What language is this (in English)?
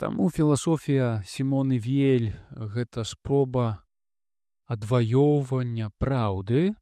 Belarusian